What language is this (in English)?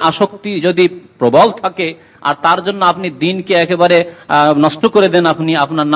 Bangla